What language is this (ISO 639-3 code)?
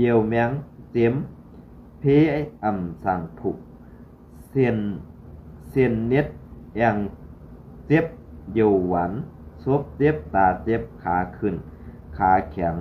shn